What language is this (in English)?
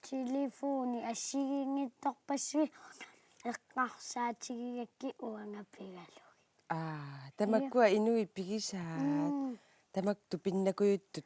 Kalaallisut